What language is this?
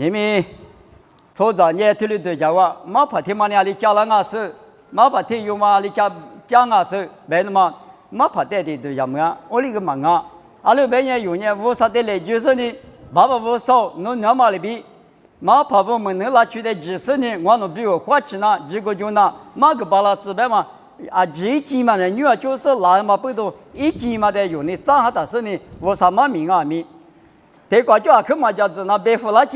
Lisu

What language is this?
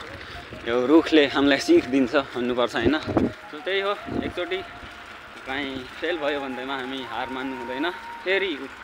Nepali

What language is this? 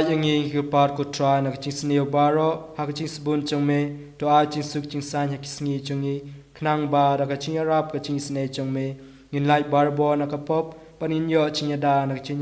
Khasi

